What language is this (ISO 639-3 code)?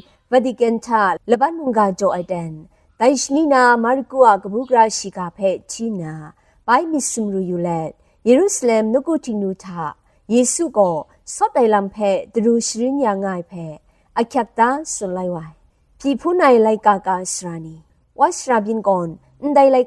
kac